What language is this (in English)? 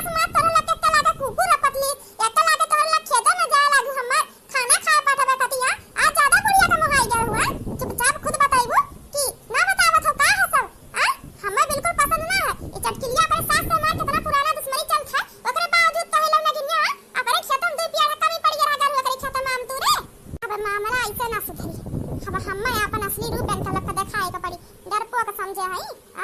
Awadhi